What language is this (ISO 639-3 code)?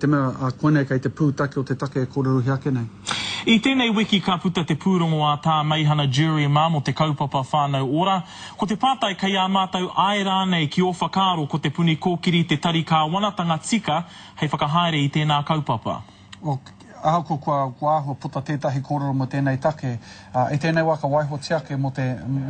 mri